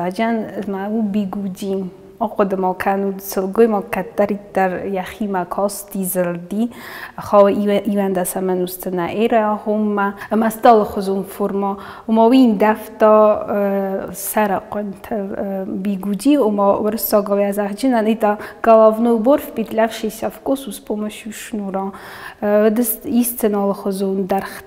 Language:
Ossetic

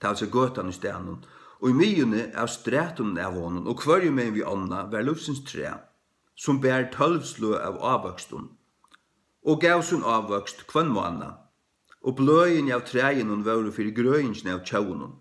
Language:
Faroese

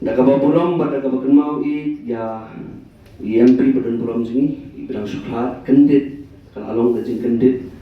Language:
Khasi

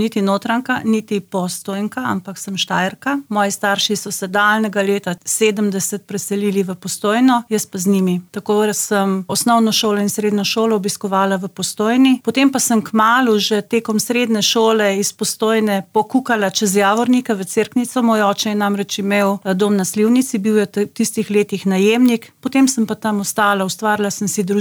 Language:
Slovenian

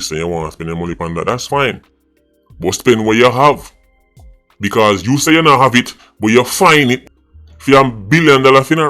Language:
Jamaican Creole English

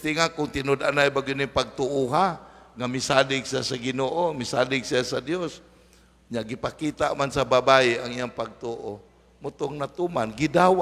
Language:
Cebuano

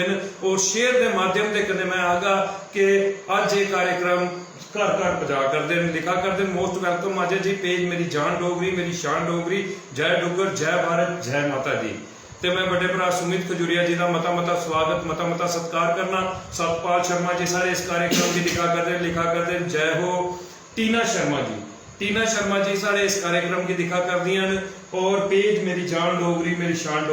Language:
Dogri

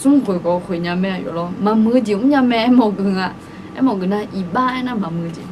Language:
Akha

